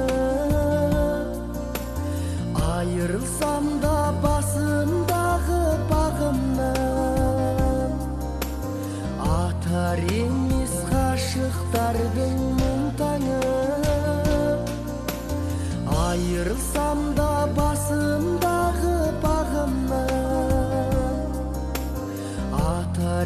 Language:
Kazakh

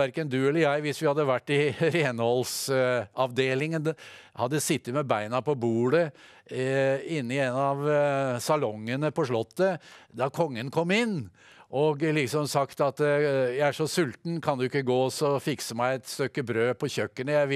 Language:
Norwegian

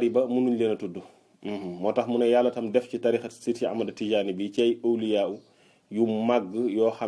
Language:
Wolof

